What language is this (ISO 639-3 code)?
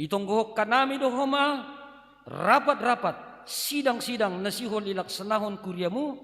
bts